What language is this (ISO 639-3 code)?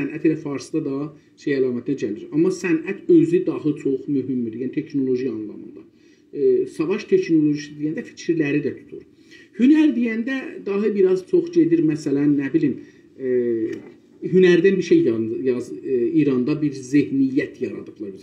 azb